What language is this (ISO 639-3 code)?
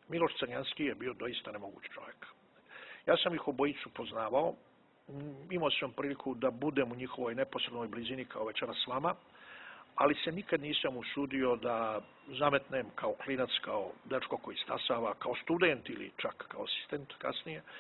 bos